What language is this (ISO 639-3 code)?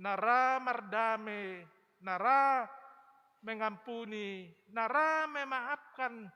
bts